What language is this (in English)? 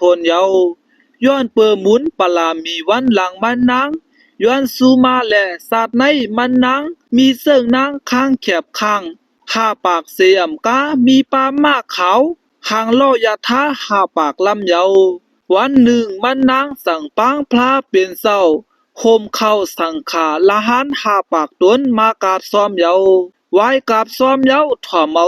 Shan